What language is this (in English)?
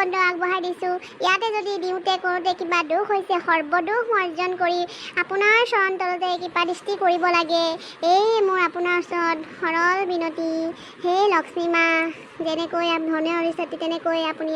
Assamese